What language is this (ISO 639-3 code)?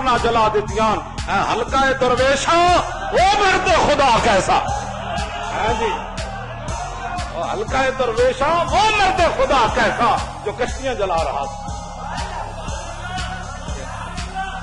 urd